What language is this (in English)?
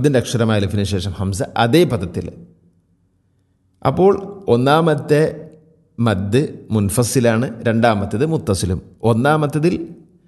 Malayalam